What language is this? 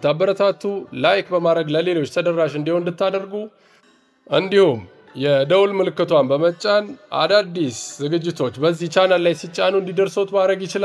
Amharic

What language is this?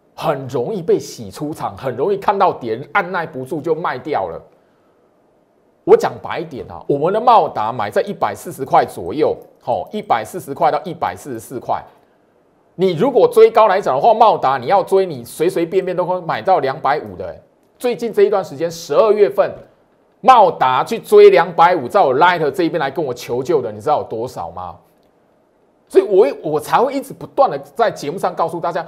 Chinese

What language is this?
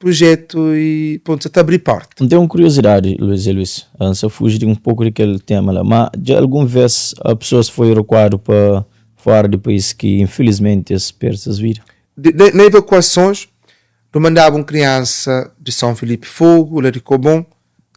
Kabuverdianu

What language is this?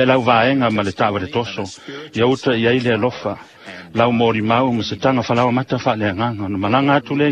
Samoan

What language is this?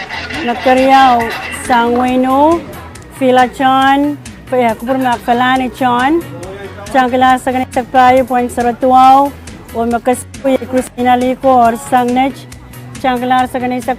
Pohnpeian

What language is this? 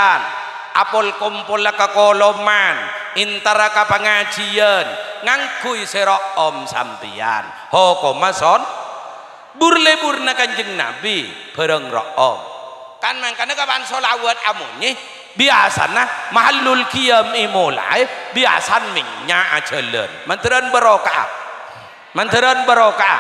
Madurese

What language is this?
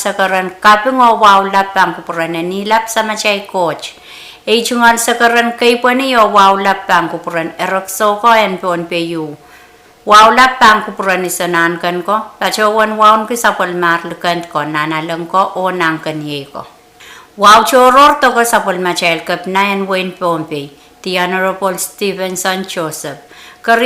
Pohnpeian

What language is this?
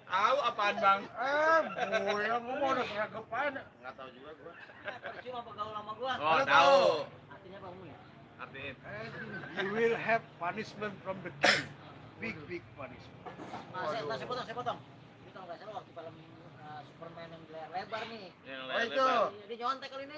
Betawi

